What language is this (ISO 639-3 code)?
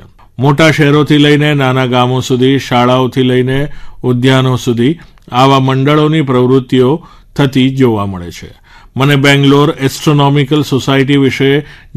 guj